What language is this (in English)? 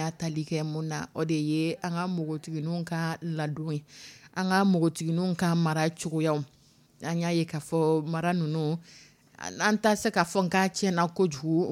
Dyula